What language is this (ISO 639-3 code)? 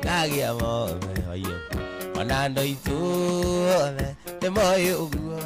kik